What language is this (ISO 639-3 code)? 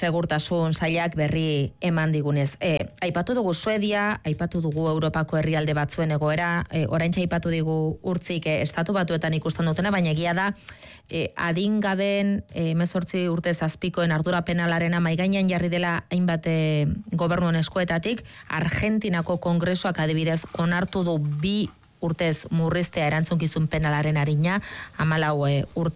eus